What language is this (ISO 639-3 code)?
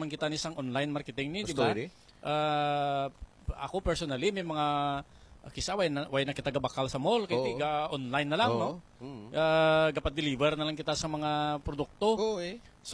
hil